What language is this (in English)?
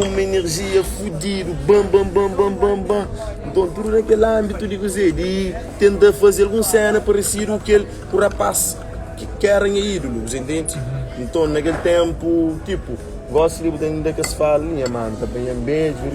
Kabuverdianu